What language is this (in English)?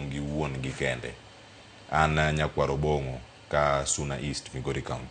Luo (Kenya and Tanzania)